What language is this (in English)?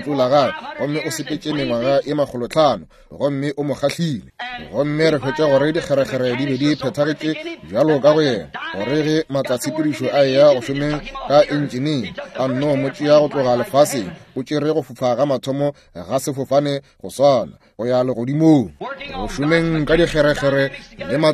Northern Sotho